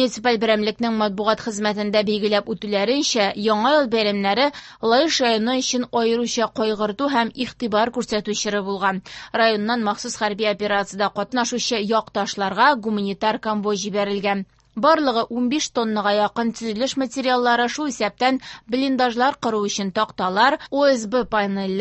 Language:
Tatar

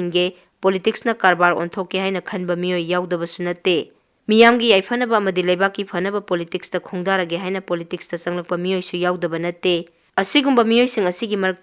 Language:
Manipuri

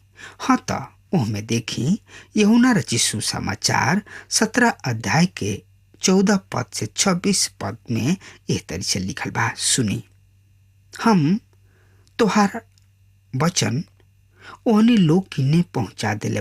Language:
Bhojpuri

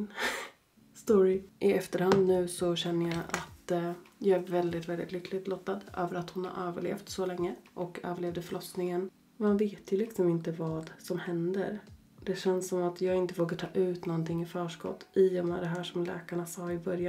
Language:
Swedish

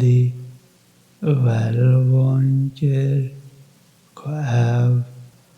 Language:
Kurdish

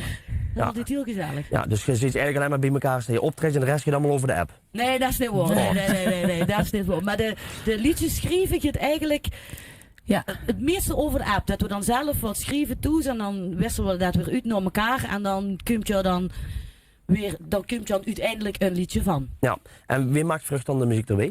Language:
Limburgish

